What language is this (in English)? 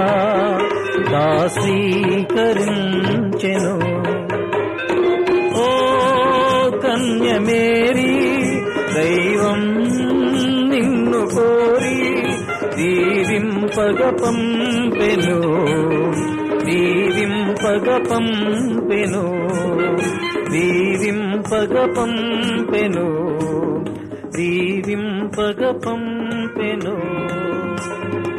Telugu